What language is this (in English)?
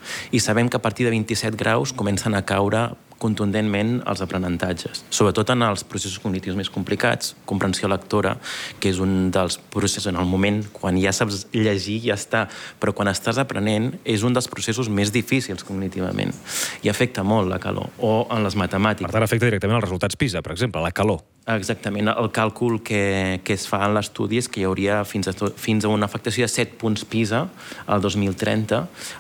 Catalan